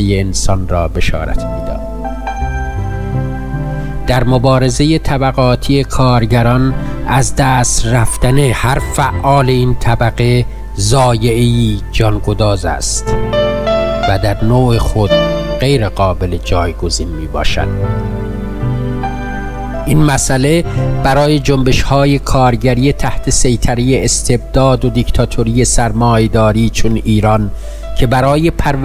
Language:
Persian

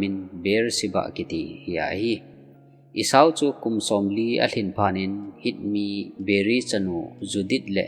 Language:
Thado Chin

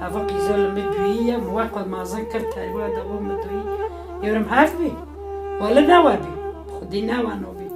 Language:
Kurdish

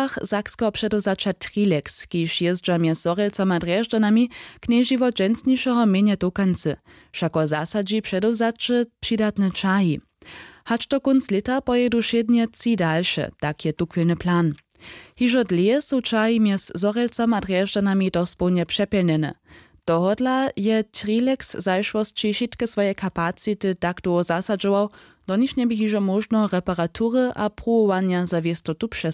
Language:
Upper Sorbian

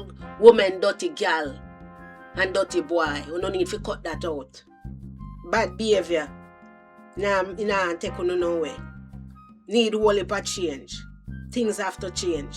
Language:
Jamaican Creole English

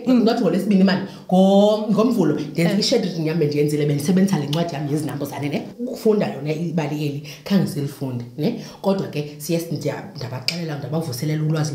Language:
Xhosa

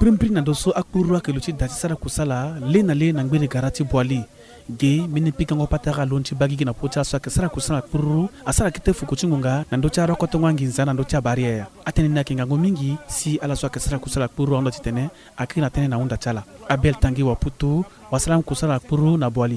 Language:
Sango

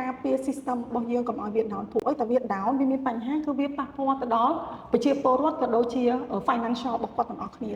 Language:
Khmer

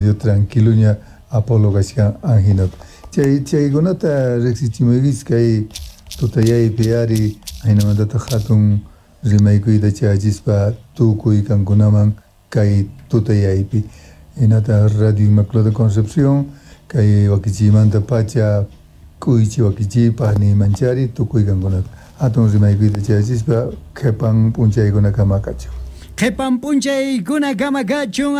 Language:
Quechua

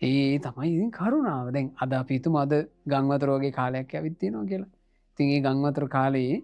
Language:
Sinhala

